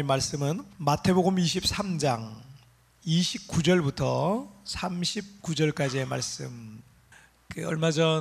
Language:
Korean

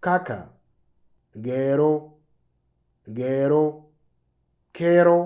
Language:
Moro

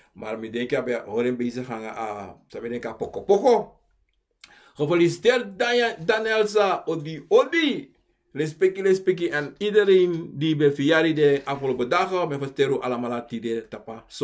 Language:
Sranan Tongo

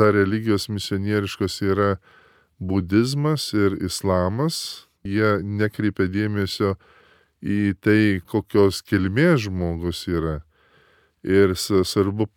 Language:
Lithuanian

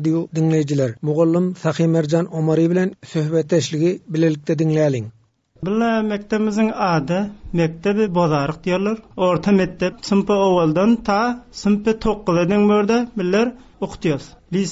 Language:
Turkmen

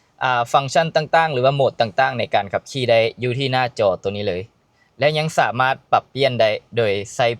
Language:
Lao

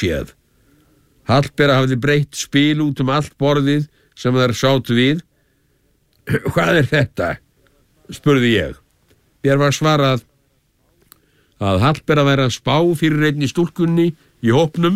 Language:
Icelandic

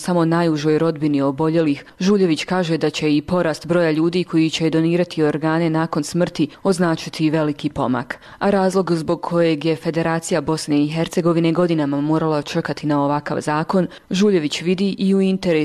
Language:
Bosnian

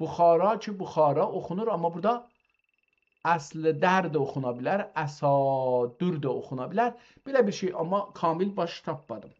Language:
South Azerbaijani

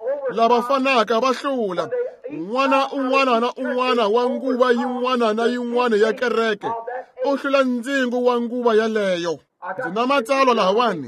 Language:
Tsonga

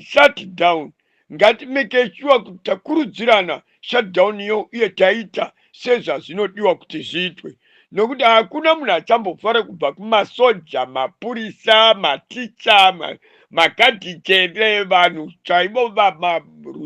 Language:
Shona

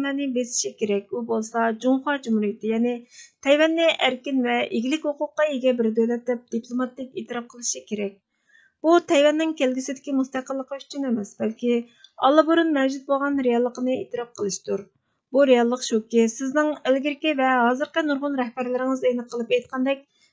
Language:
Uyghur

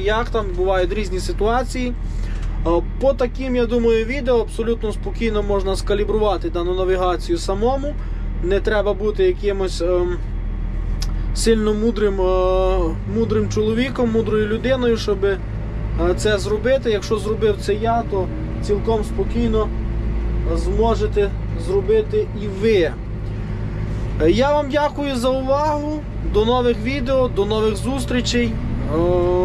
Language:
Ukrainian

